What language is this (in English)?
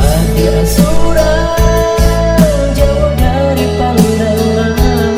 Minangkabau